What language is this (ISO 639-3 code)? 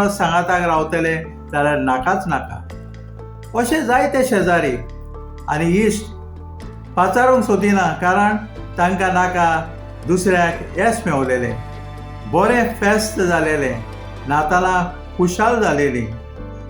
kok